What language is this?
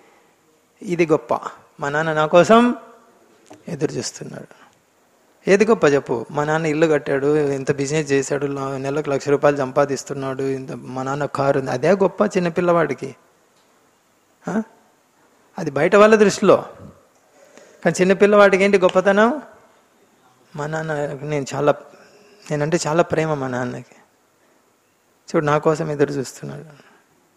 Telugu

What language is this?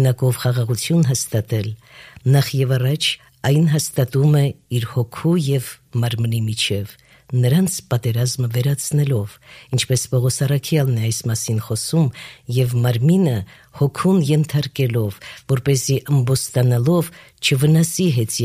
Armenian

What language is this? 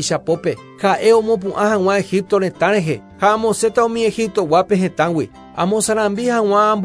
Guarani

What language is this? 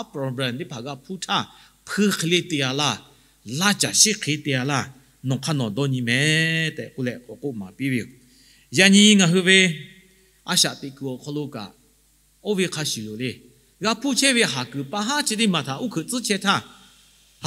Lahu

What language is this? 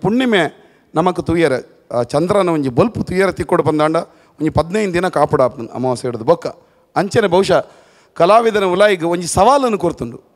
Tulu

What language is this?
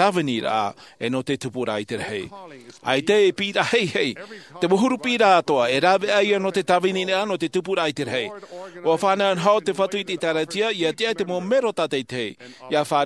Tahitian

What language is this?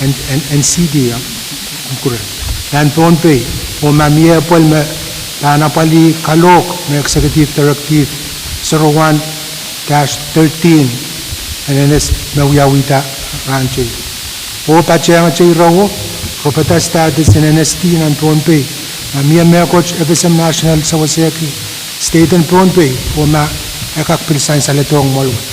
Pohnpeian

